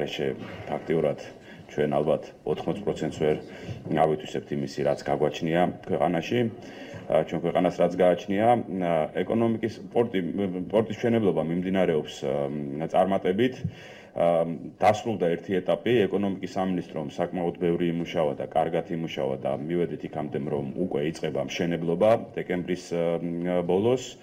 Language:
Georgian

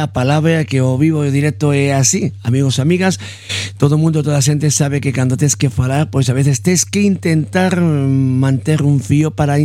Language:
Galician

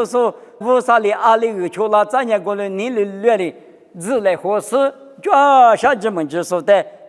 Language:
Lisu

